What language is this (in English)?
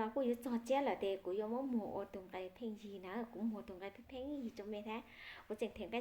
Hmong